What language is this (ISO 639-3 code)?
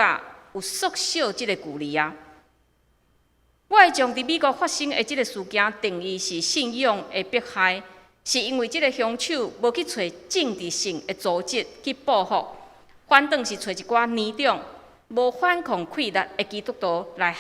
nan